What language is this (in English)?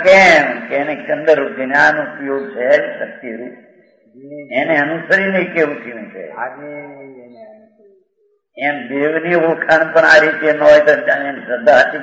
Gujarati